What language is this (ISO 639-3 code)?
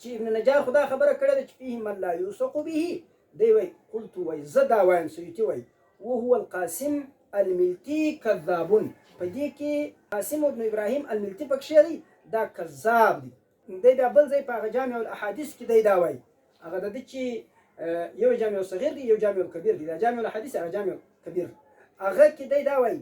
pus